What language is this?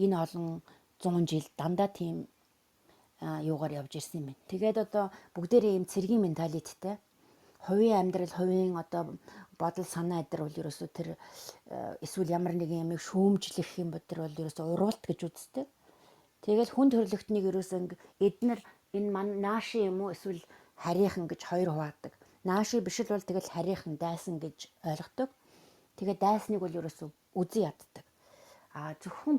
Mongolian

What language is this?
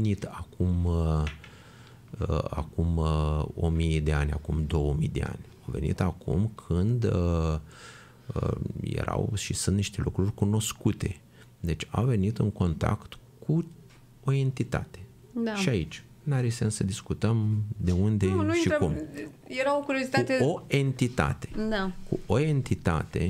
Romanian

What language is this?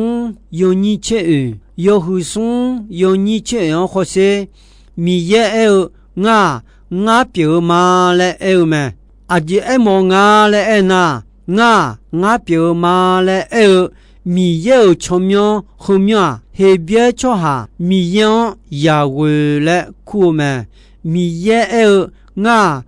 Akha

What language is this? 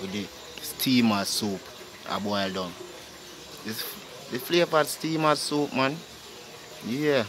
Jamaican Creole English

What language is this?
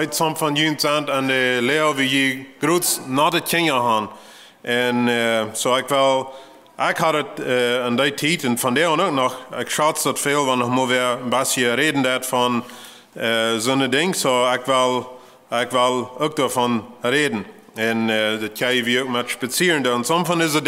Plautdietsch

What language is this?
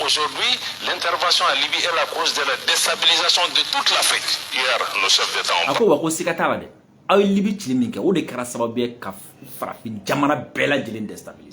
Bambara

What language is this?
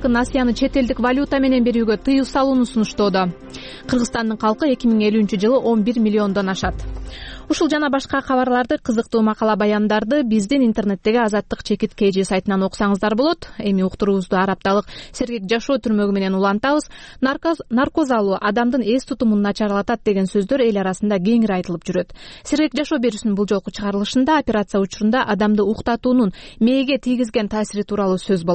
Kyrgyz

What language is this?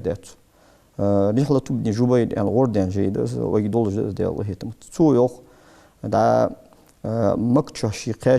Ingush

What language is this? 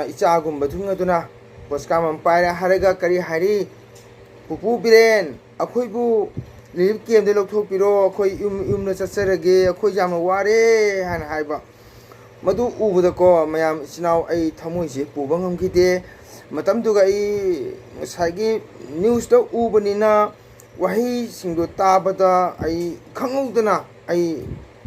Manipuri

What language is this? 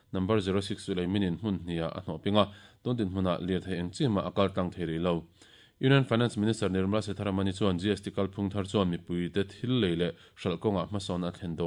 Mizo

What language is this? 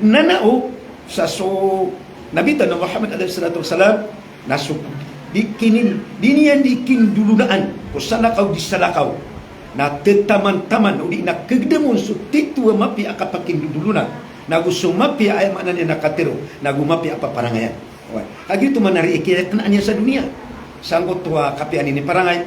Maranao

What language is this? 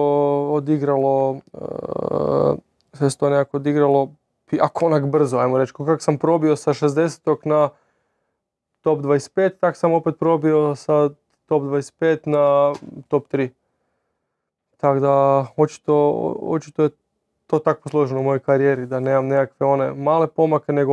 Croatian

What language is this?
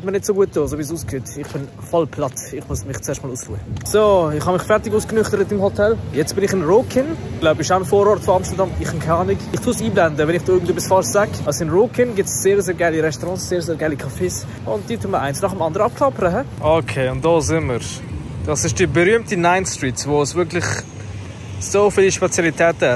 Swiss German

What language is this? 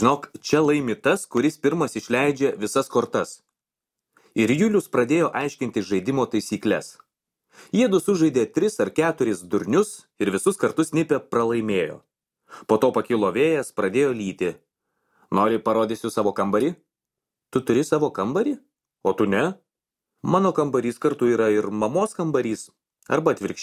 Lithuanian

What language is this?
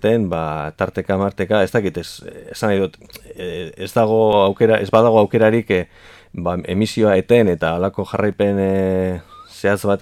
Basque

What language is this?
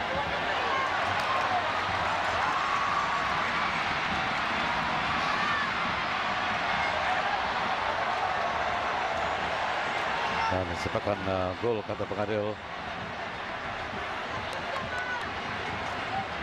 Malay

